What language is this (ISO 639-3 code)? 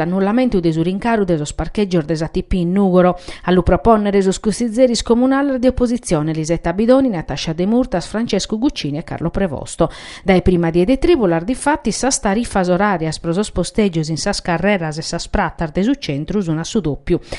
srd